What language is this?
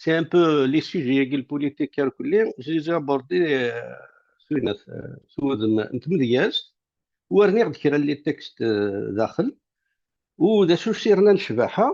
Kabyle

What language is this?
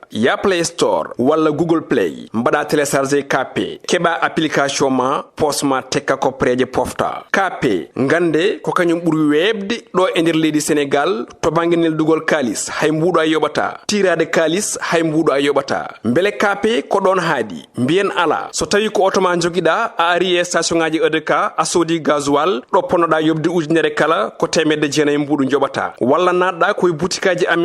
Fula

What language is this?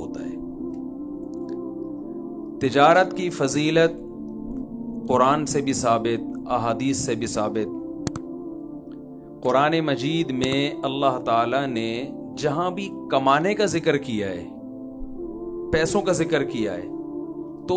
Urdu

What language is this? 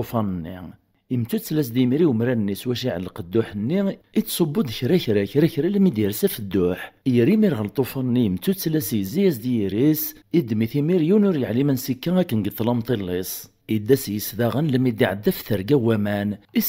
Kabyle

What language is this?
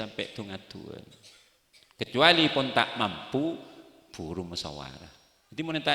Madurese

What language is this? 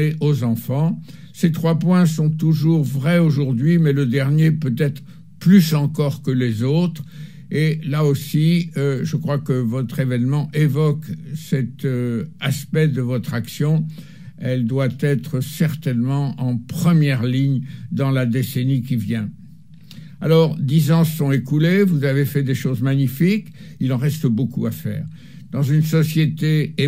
French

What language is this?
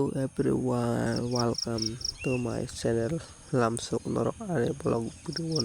Kok Borok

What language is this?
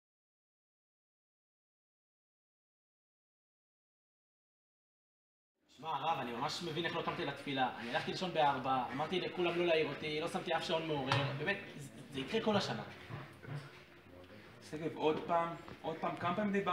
Hebrew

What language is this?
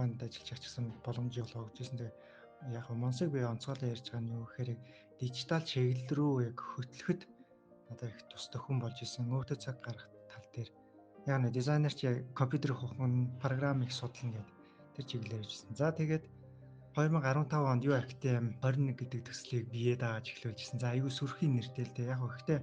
Mongolian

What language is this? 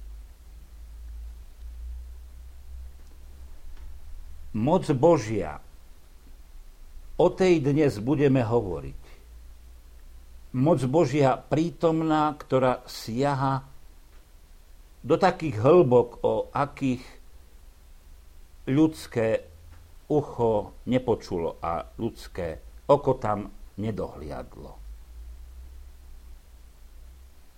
Slovak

